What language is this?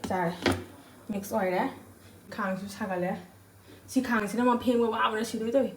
Manipuri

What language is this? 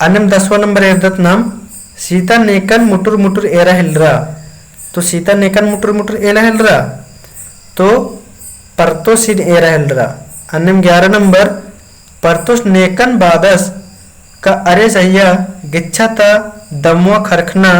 Kurukh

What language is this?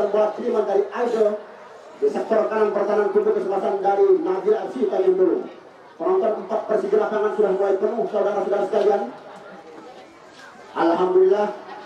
Indonesian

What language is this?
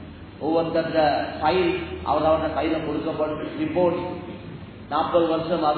Tamil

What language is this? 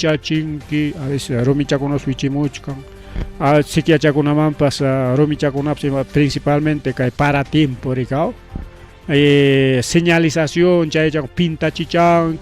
Ayacucho Quechua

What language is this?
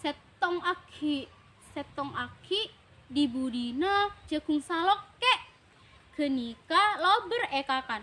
Madurese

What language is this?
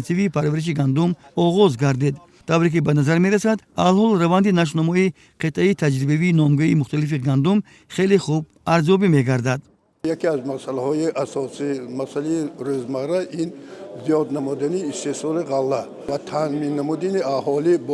Tajik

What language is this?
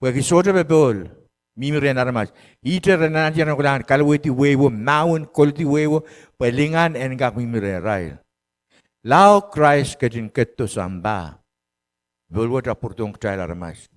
Pohnpeian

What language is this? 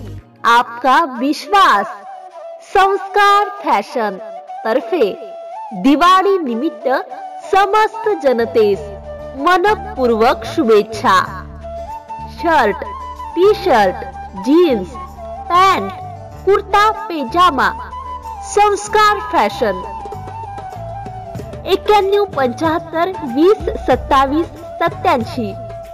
Marathi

